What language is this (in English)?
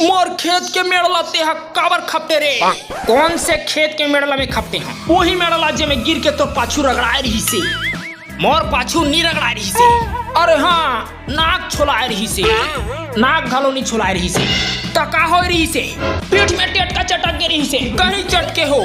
Chhattisgarhi